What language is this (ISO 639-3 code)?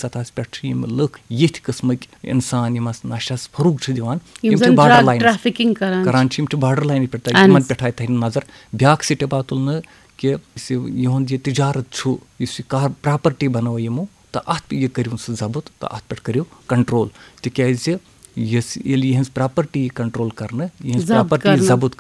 kas